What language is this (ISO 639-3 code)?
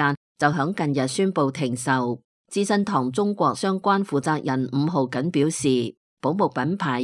yue